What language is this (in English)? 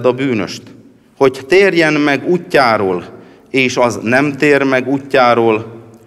Hungarian